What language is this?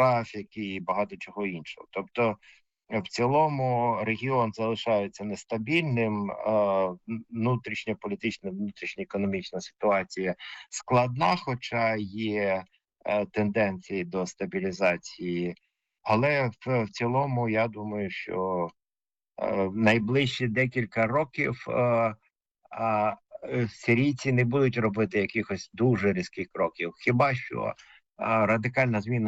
Ukrainian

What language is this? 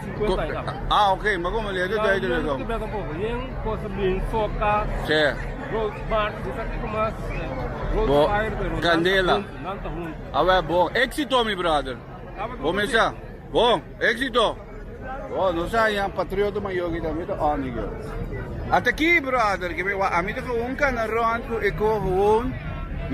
Papiamento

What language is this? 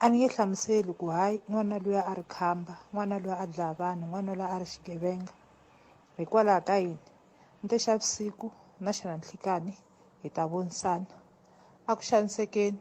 Tsonga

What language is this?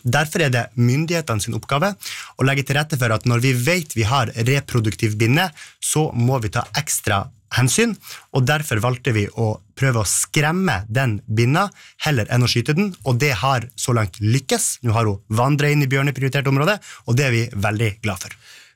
Norwegian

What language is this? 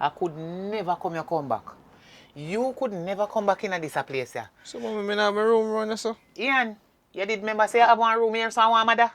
Jamaican Creole English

